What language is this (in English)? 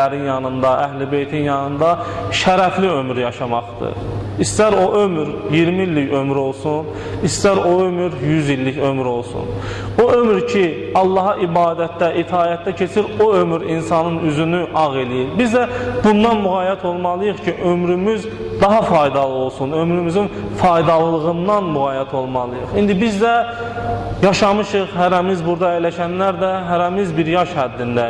Azerbaijani